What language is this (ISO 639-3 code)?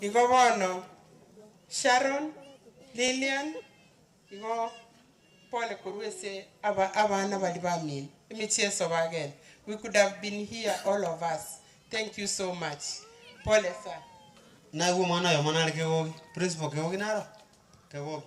guz